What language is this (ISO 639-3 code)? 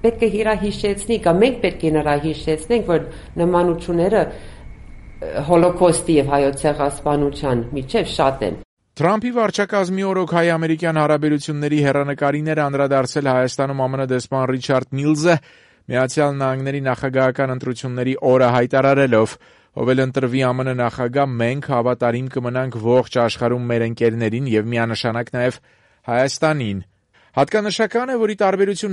hye